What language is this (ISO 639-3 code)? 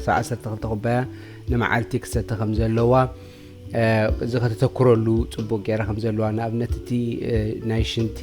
tir